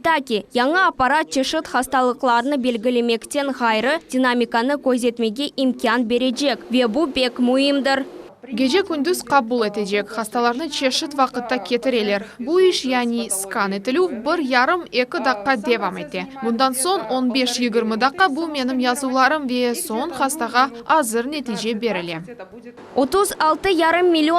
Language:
Crimean Tatar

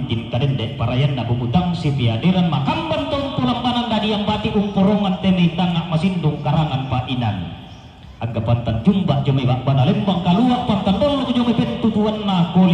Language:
Toraja-Sa'dan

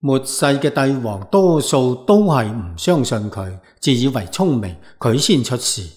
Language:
Cantonese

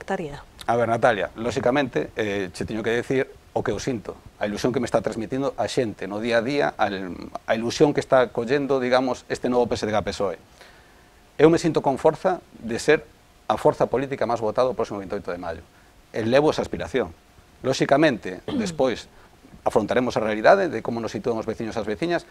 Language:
Galician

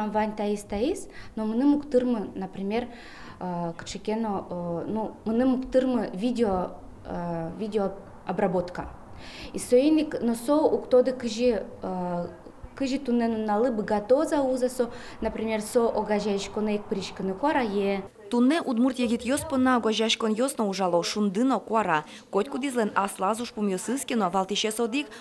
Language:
Udmurt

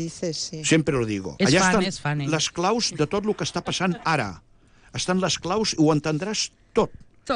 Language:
Catalan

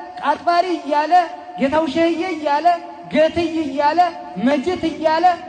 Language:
Amharic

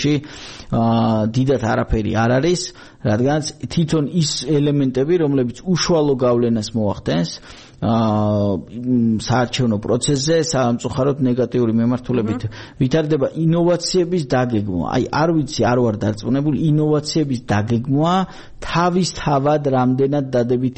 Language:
Georgian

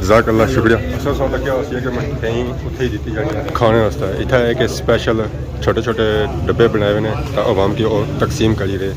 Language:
Pahari-Potwari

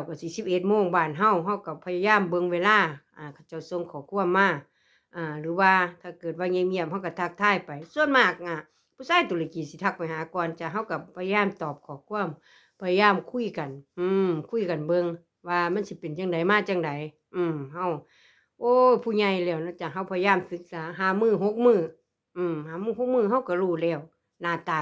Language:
Lao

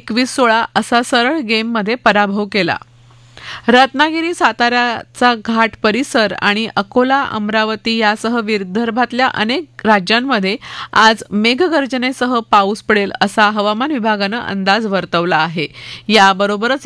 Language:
Marathi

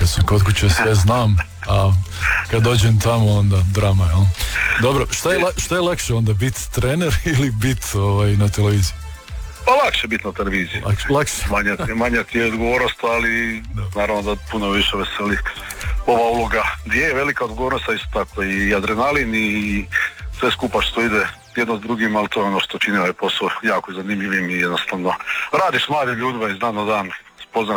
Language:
Croatian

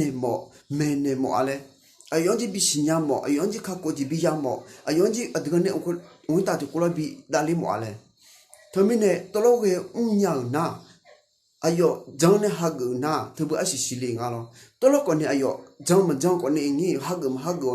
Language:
Akha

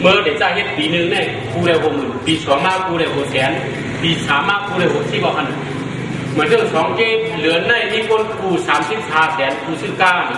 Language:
Shan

